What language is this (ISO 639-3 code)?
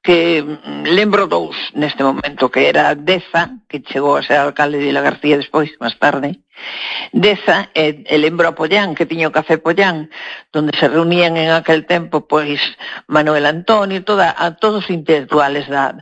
glg